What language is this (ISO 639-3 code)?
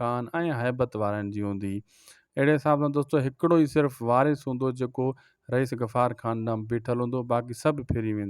snd